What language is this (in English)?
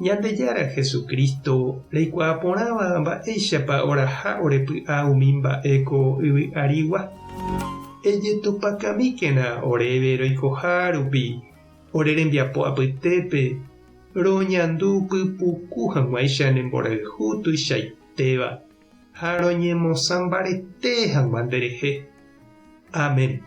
Guarani